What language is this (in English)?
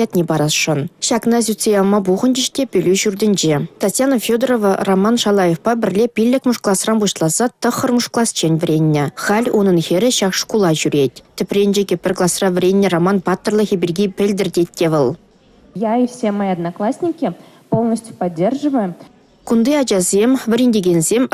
Chuvash